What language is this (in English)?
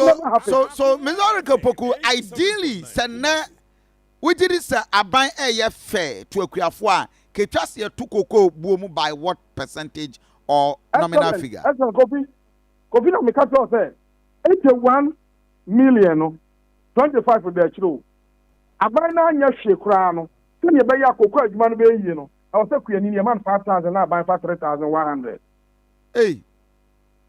Akan